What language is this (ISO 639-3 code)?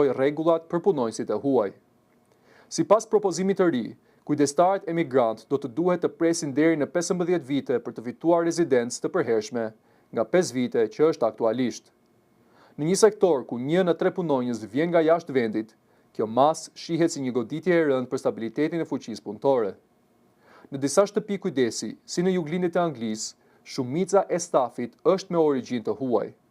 sqi